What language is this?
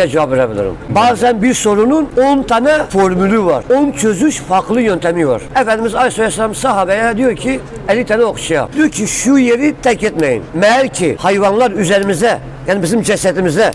Turkish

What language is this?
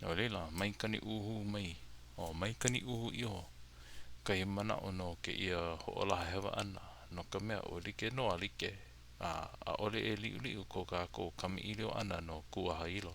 Hawaiian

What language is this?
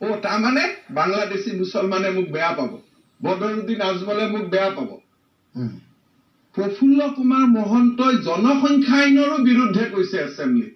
Assamese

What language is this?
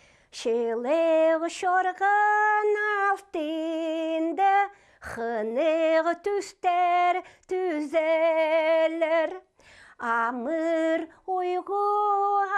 Khakas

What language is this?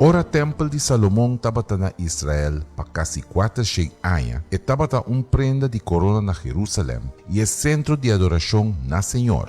Papiamento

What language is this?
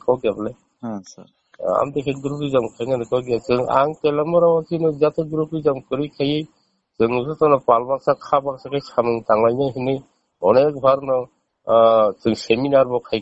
Kok Borok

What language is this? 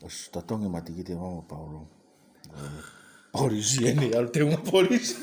Tongan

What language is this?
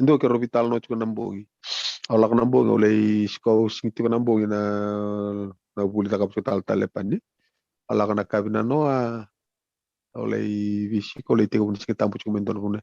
Fijian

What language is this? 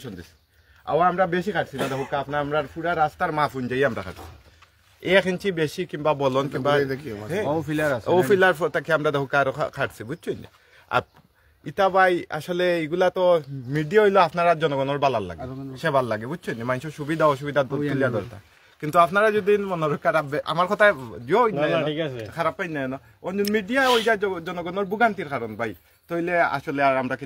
Sylheti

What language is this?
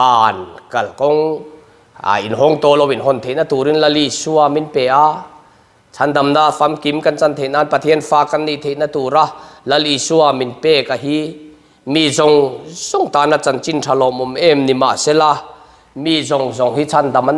Mizo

